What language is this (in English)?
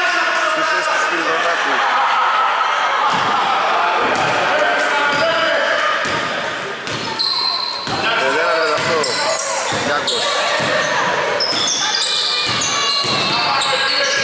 Greek